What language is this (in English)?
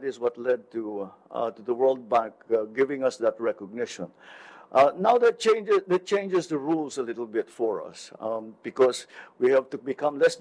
Filipino